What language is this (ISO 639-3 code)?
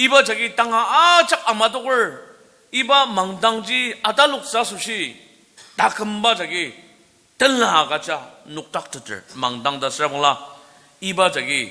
njo